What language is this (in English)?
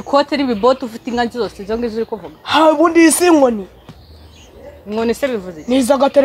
Kinyarwanda